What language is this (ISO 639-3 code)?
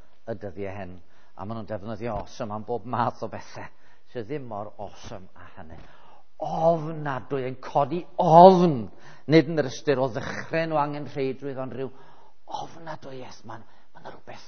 cym